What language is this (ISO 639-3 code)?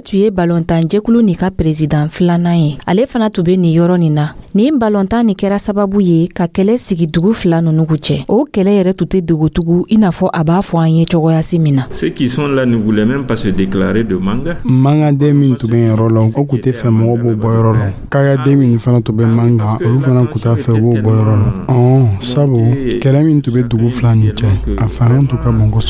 dyu